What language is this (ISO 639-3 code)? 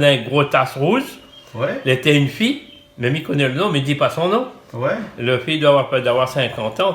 rcf